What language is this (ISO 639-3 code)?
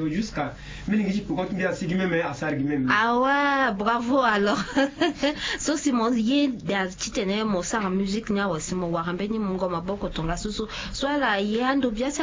sag